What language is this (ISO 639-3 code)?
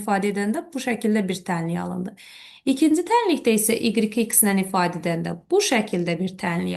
aze